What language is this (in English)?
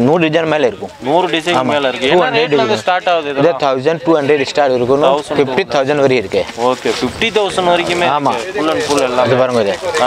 Tamil